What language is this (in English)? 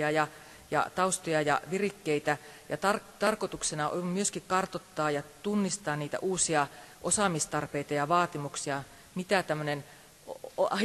Finnish